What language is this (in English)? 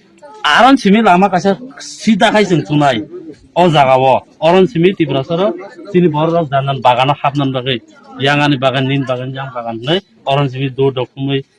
Kok Borok